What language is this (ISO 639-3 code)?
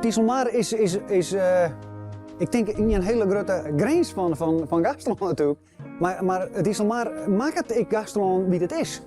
fry